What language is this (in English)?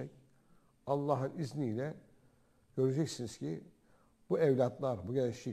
Turkish